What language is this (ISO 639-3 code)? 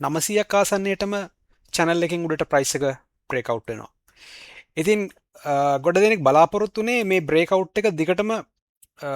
sin